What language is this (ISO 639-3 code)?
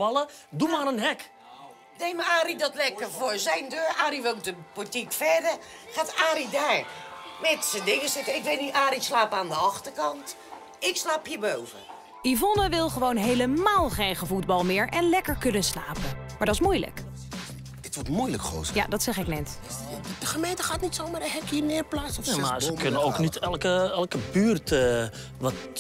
nld